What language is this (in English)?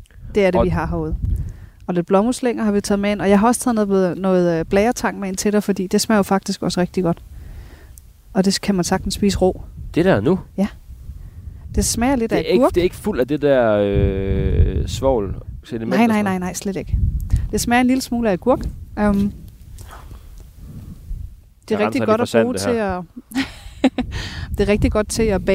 Danish